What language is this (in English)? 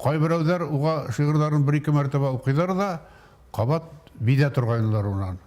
Bashkir